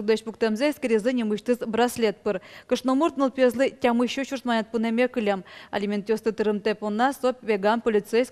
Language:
Udmurt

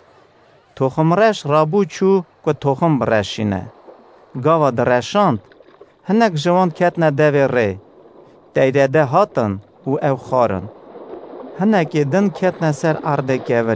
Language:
Kurdish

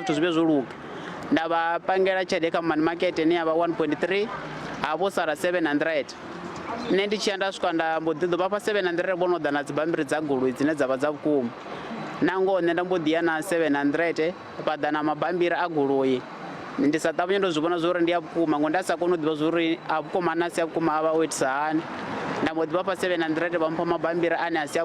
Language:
Venda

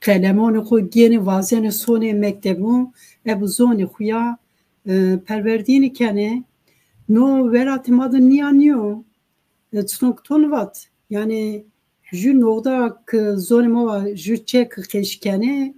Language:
Zaza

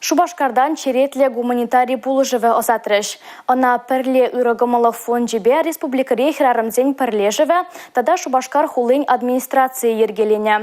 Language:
Chuvash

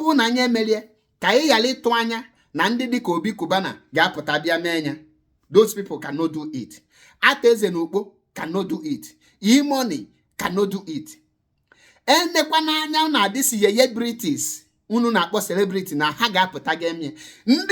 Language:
Igbo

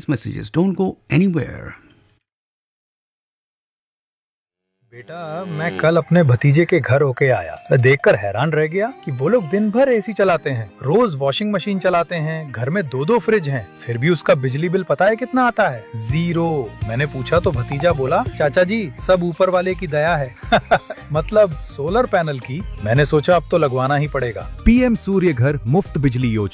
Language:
Hindi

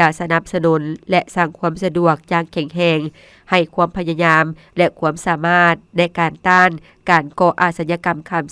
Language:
Lao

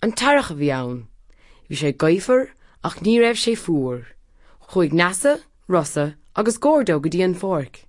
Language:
Irish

